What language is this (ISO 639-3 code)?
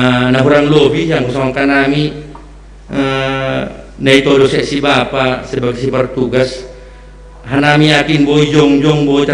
bts